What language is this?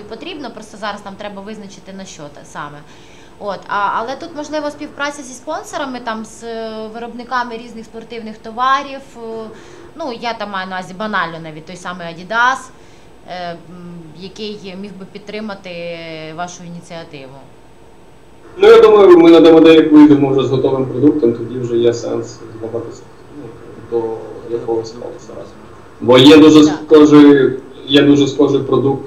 Ukrainian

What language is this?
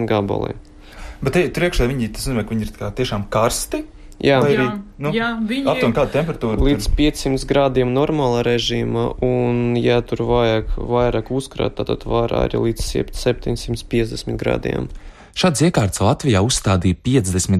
Latvian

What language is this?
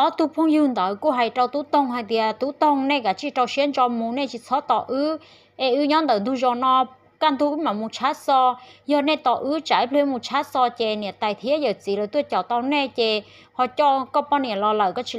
Hmong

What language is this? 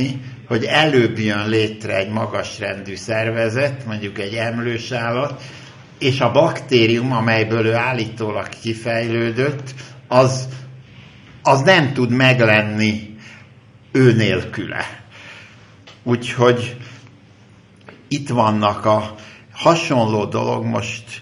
Hungarian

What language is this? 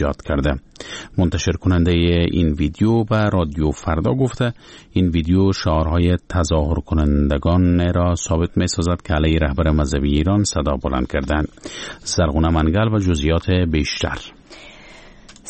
Persian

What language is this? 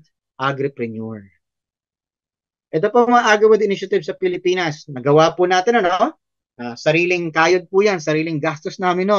Filipino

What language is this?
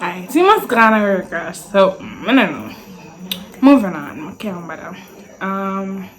Jamaican Creole English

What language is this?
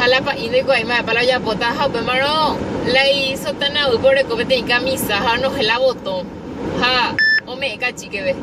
Guarani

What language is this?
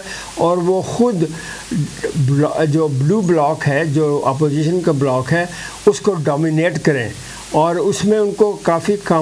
Urdu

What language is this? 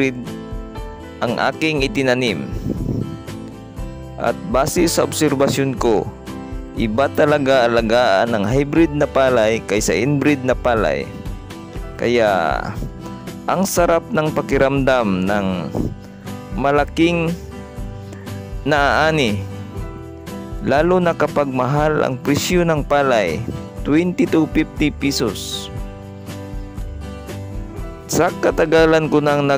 Filipino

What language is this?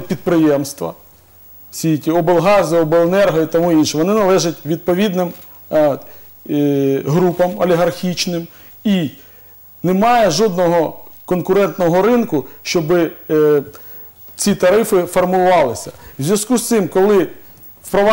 Ukrainian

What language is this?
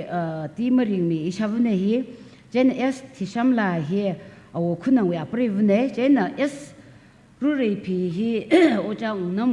Tangkhul Naga (India)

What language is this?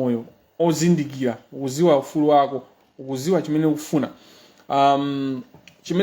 Nyanja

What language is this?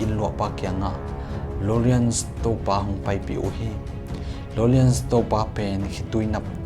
Tedim Chin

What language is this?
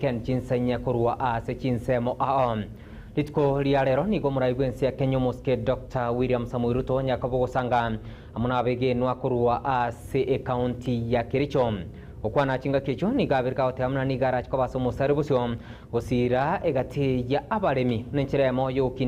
Gusii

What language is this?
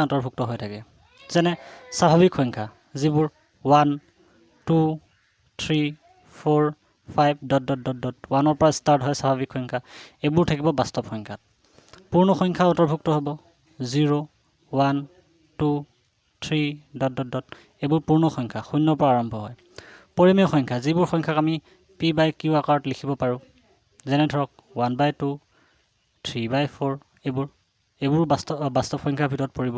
Assamese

